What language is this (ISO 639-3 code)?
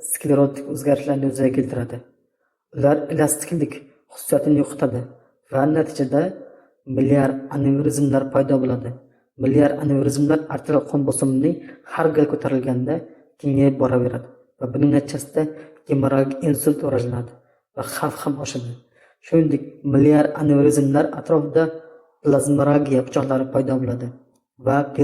uzb